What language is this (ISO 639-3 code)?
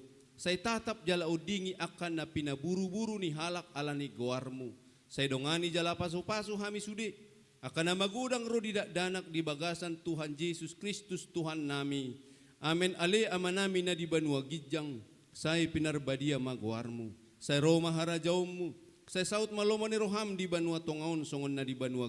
bbc